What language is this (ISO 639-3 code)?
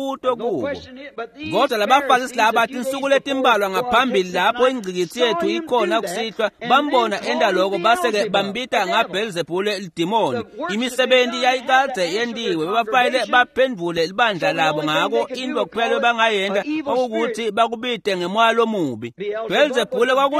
ssw